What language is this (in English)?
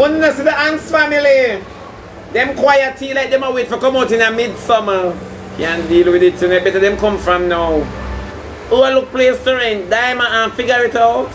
Jamaican Creole English